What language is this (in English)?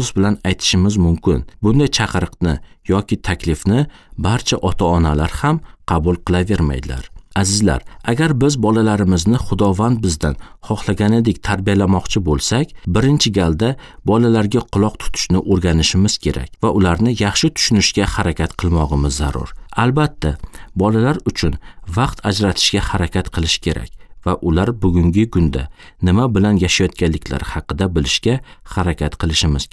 Uzbek